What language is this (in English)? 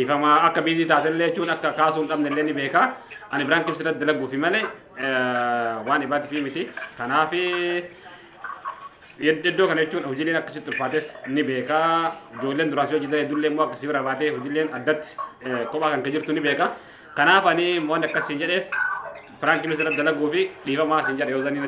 Oromo